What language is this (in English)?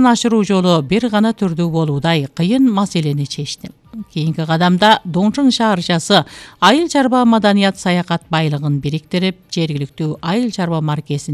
Kyrgyz